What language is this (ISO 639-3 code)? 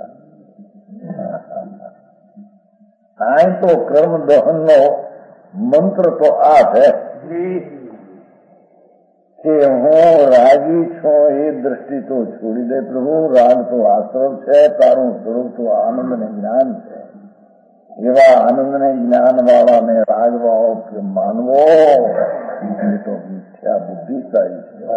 guj